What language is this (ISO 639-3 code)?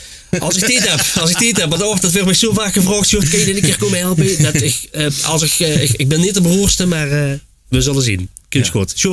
lim